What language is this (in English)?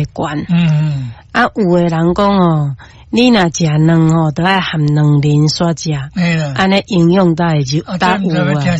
Min Nan Chinese